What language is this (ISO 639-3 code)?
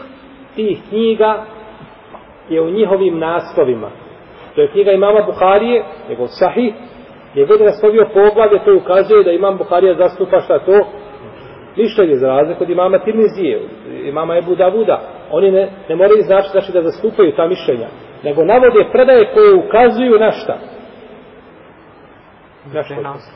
bos